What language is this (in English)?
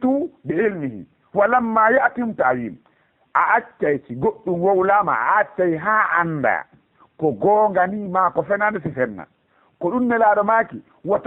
Fula